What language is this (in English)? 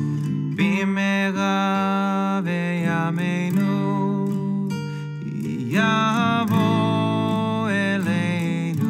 Hebrew